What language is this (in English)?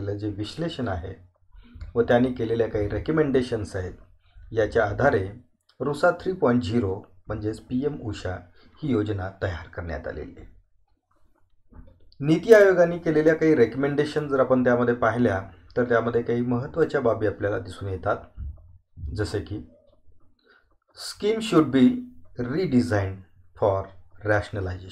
Marathi